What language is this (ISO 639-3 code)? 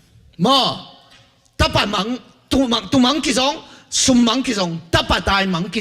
ctd